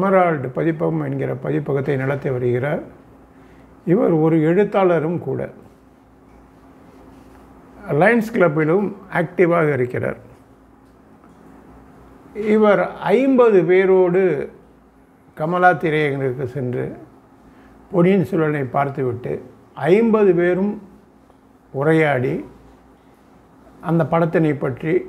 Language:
Tamil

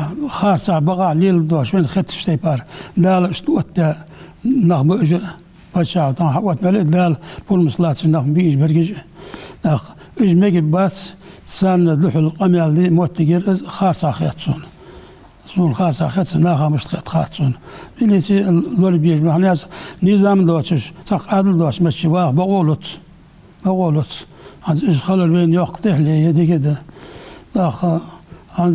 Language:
Ingush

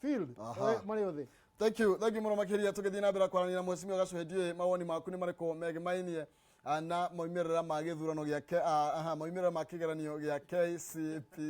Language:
Kikuyu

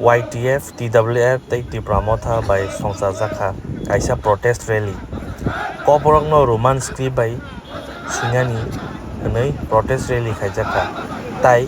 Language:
Kok Borok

